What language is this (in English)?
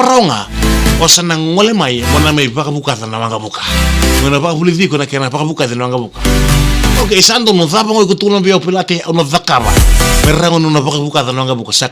Fijian